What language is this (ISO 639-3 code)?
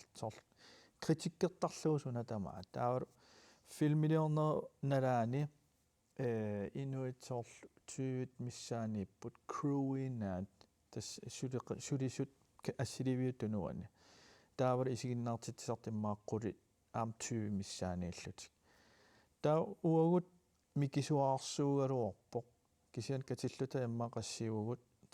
kal